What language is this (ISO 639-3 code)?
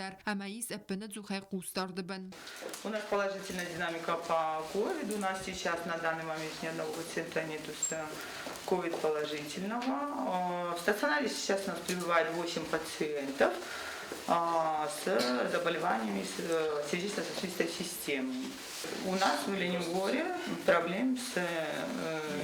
oss